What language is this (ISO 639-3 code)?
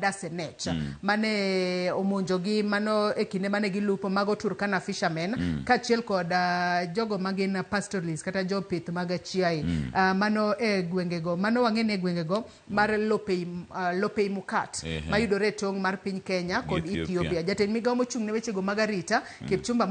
luo